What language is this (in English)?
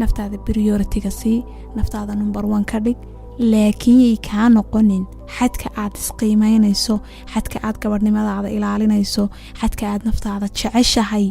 Somali